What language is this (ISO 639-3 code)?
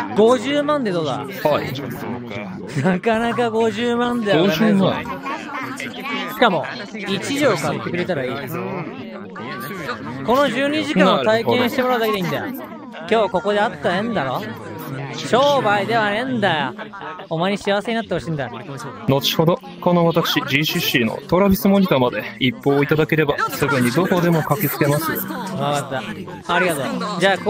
jpn